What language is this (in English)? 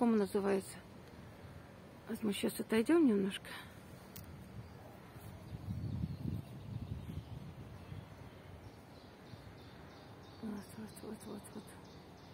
Russian